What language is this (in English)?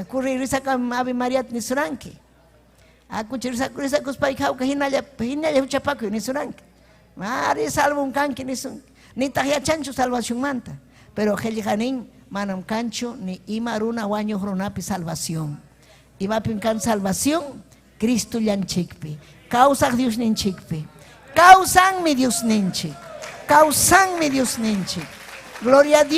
Ayacucho Quechua